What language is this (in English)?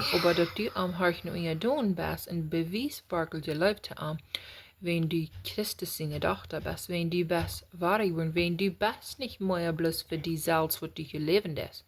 Plautdietsch